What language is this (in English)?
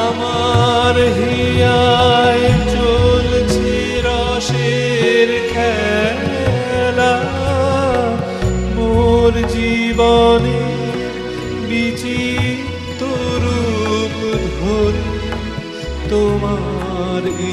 Bangla